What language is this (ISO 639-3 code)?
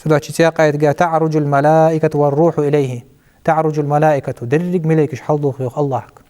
inh